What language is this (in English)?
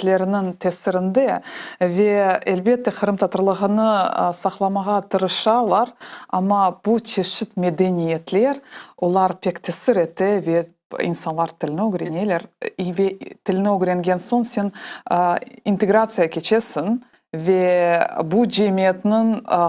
Crimean Tatar